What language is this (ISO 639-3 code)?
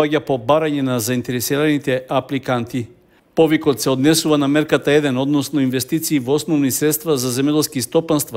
mkd